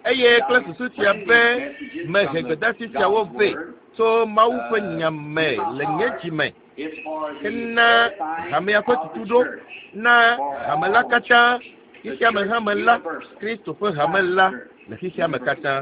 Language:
Ewe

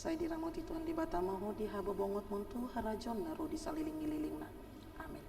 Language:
Batak Toba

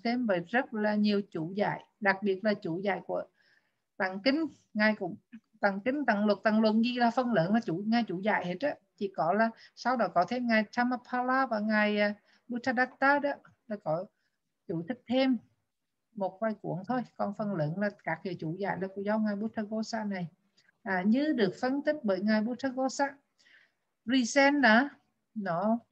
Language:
Vietnamese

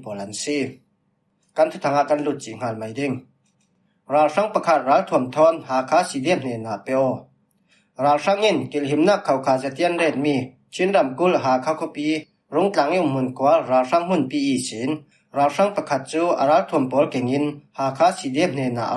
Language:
Falam Chin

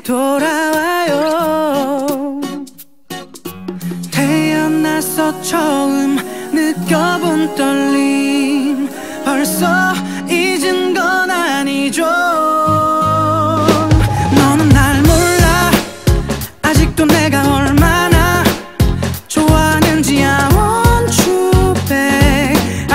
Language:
Korean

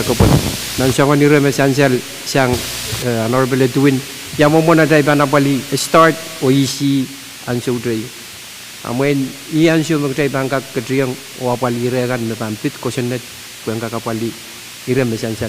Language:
Pohnpeian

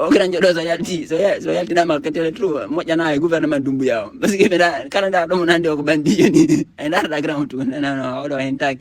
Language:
Fula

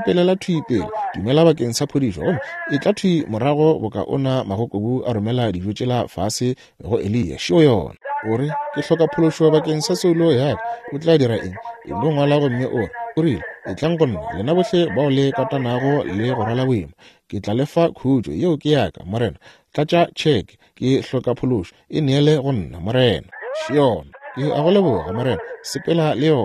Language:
Northern Sotho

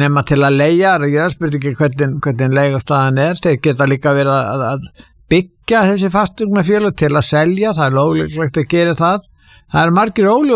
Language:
Icelandic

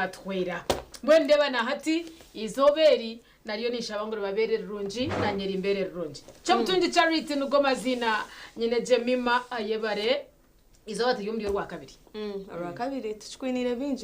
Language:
Nyankole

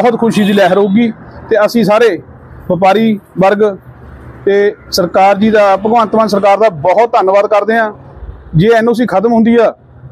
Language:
Punjabi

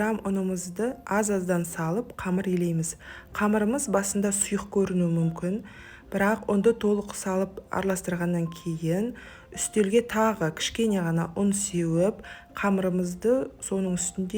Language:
Kazakh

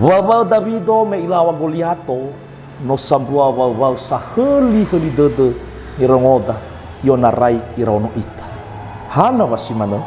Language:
Nias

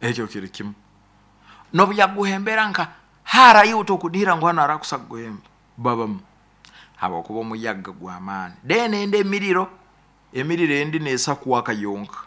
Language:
Nyoro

